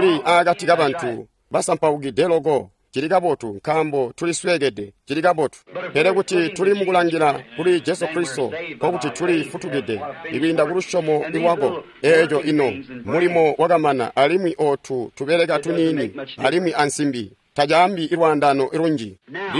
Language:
Tonga (Zambia)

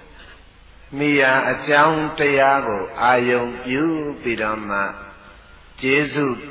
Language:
Burmese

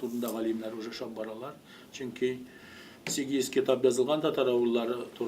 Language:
Tatar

